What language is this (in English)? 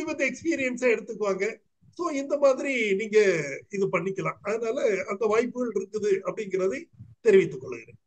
Tamil